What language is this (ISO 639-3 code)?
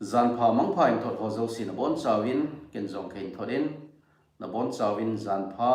tcz